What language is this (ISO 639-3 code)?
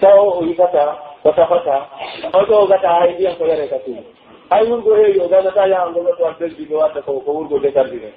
fuf